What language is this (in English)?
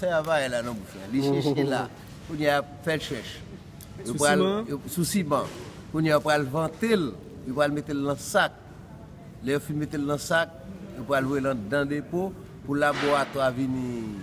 Haitian Creole